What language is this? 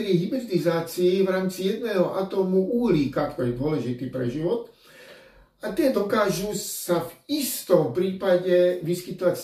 Slovak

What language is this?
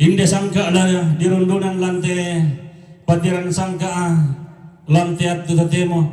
Toraja-Sa'dan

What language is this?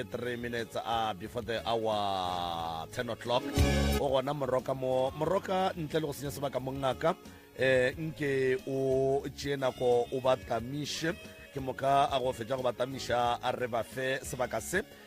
Northern Sotho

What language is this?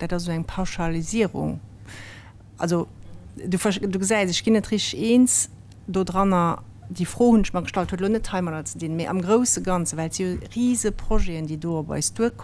Luxembourgish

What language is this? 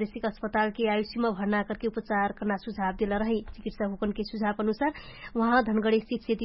Dangaura Tharu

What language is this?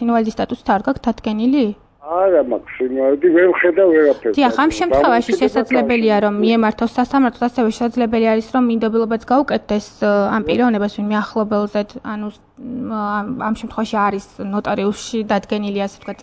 Georgian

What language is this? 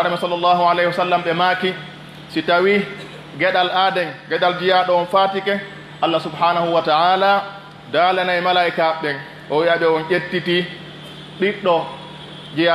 Pular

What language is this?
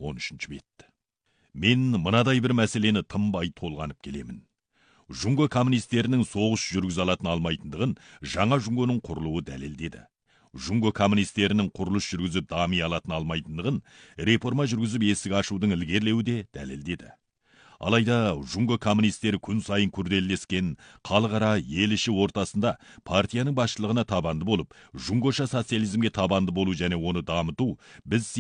Kazakh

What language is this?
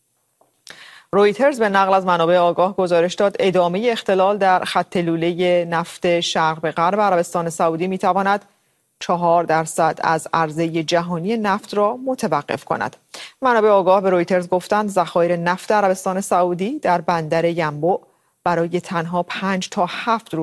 Persian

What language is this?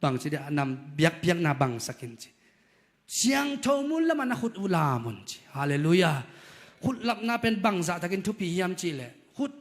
Tedim Chin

